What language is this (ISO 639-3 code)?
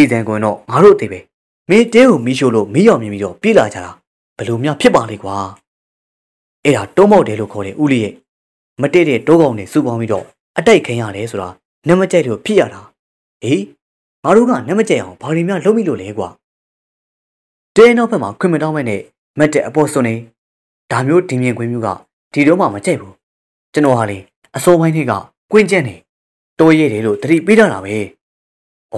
mya